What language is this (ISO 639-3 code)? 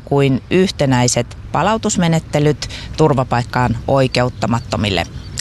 fin